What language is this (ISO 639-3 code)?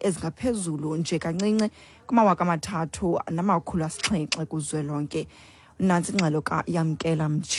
xho